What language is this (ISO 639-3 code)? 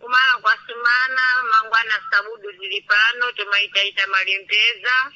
seh